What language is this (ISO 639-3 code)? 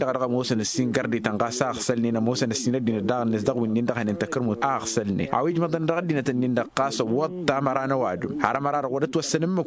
taq